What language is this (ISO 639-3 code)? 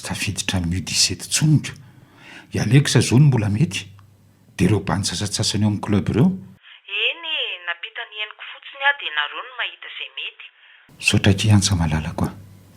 mlg